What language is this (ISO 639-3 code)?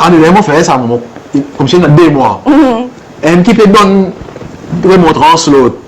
crs